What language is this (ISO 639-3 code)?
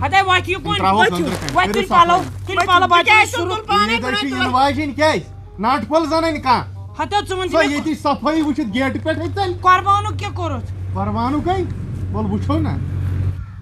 kas